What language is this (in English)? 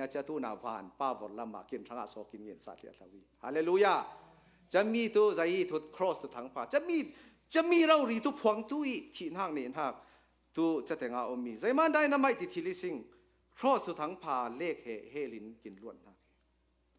Hakha Chin